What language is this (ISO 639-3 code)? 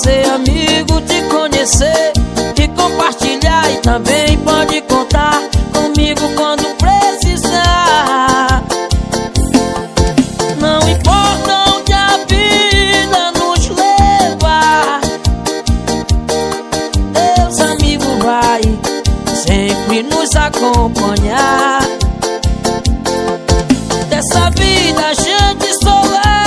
por